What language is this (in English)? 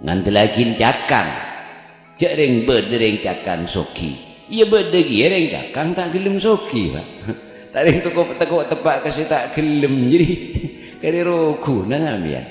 Madurese